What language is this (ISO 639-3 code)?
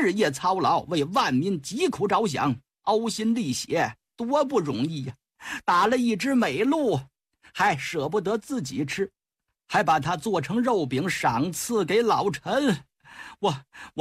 zho